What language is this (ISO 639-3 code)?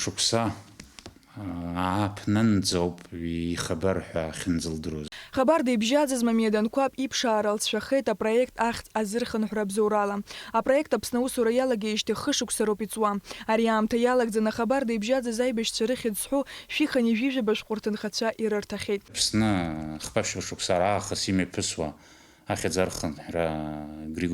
abk